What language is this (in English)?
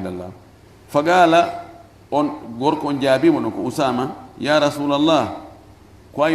Fula